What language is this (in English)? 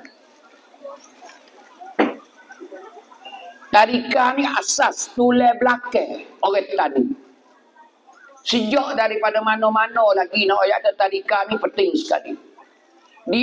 Pattani Malay